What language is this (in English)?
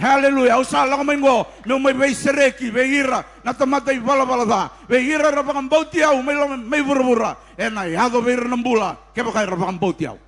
Fijian